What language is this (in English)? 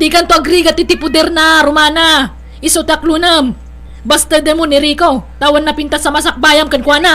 Iloko